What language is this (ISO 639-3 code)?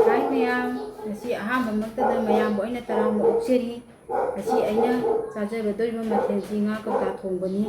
mni